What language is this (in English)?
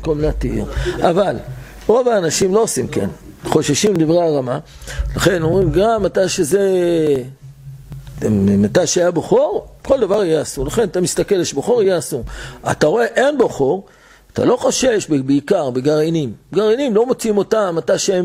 Hebrew